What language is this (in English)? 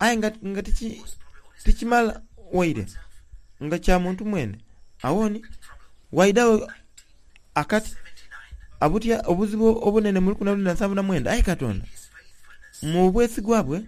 Soga